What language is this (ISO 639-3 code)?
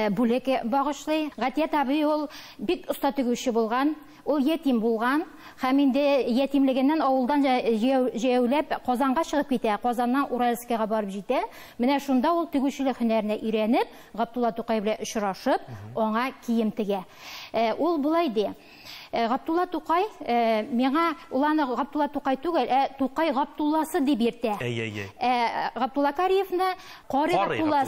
tat